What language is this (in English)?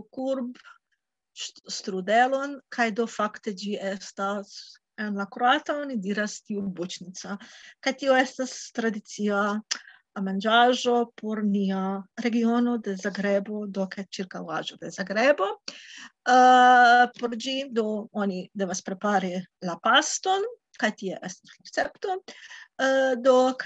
Esperanto